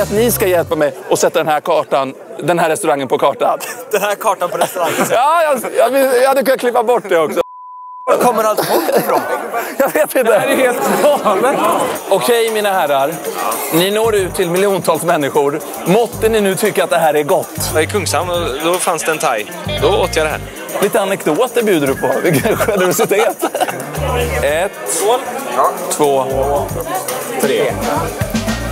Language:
Swedish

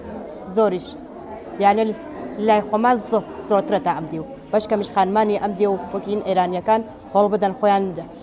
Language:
Central Kurdish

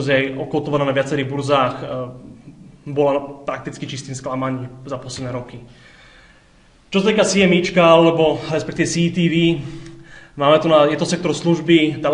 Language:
Slovak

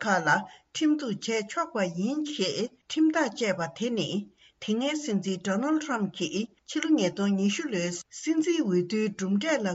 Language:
Tibetan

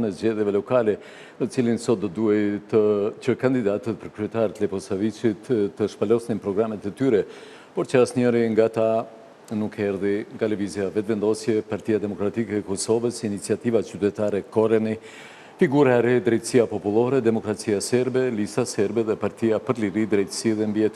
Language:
Albanian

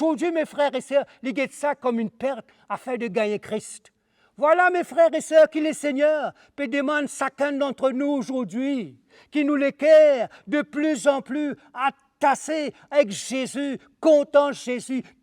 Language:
Morisyen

